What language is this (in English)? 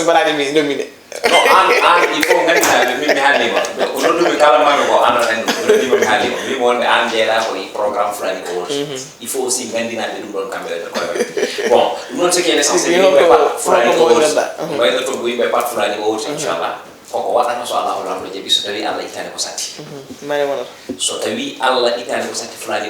Fula